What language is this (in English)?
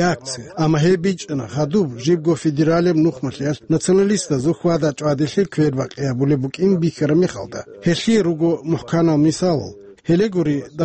Avaric